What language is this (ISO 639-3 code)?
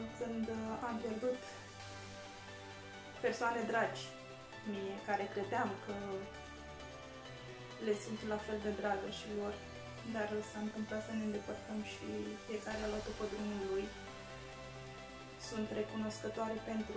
ron